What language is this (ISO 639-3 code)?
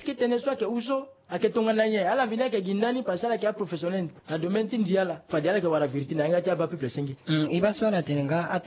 sag